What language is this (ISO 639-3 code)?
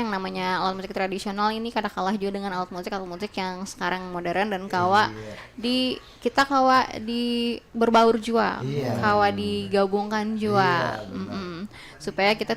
bjn